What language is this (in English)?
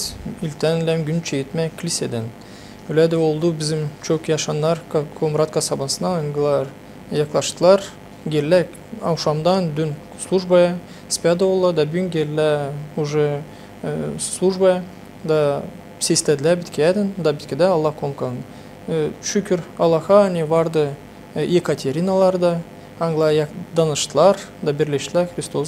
Gagauz